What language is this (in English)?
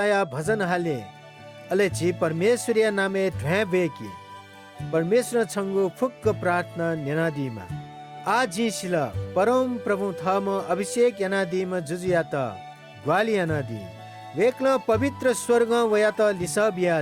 Newari